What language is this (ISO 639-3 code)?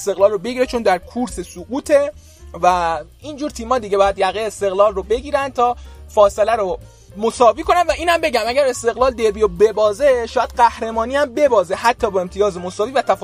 fas